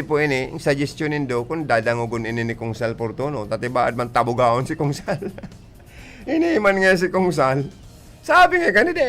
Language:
Bikol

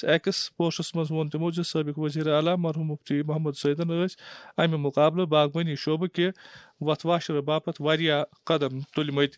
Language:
Kashmiri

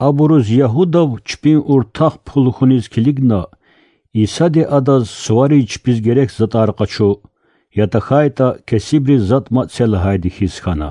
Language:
Lezghian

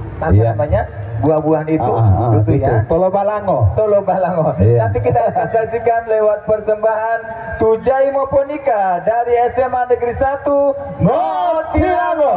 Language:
Gorontalo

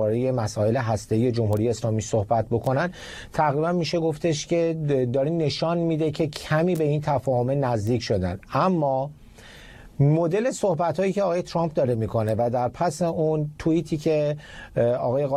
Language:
Persian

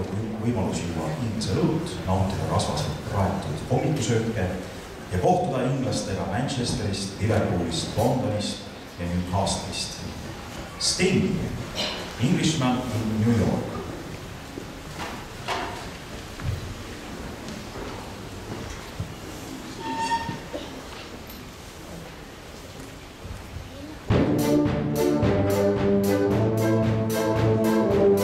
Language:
Estonian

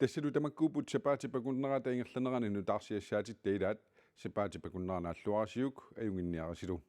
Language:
Kalaallisut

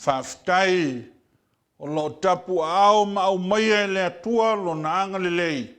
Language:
Samoan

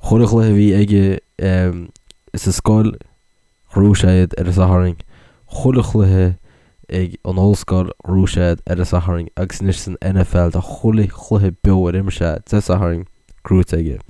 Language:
Irish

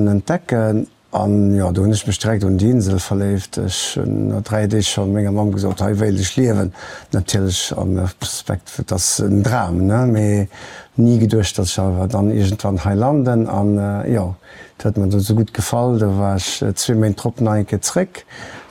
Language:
Luxembourgish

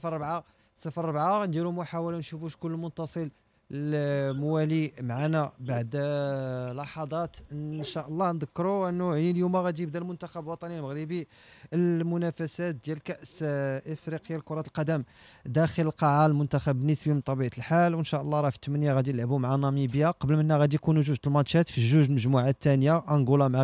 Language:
Moroccan Arabic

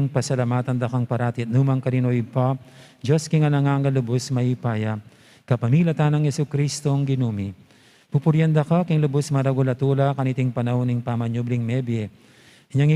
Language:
Pampanga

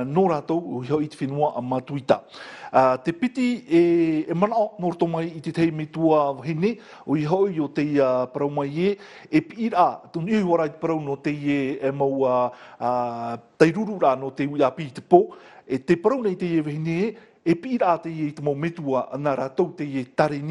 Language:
Tahitian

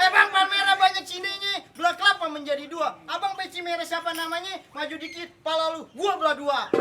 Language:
Betawi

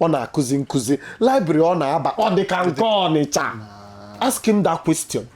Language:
Igbo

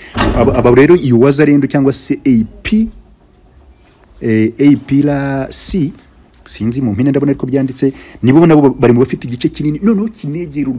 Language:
Kinyarwanda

